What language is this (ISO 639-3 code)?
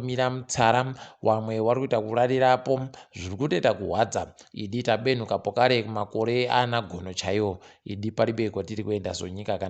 ndc